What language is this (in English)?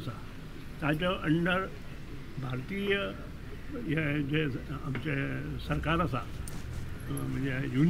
Konkani